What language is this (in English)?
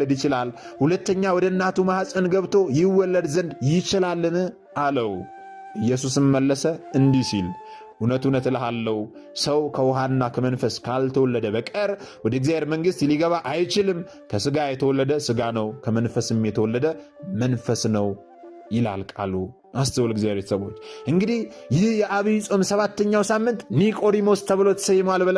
Amharic